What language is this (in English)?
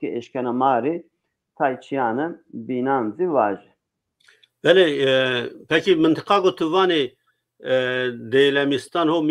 Zaza